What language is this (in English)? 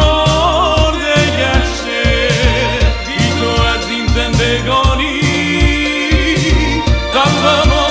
Persian